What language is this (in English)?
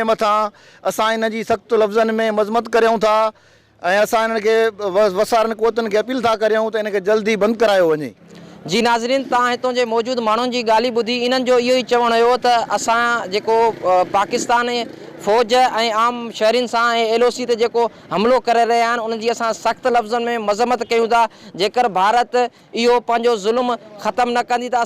Sindhi